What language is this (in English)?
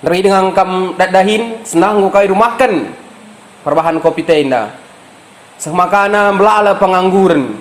Batak Karo